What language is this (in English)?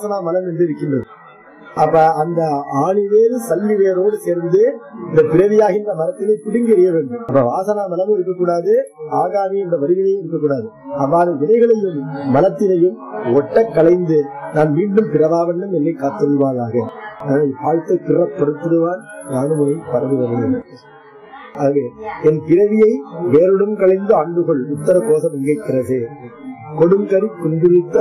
Tamil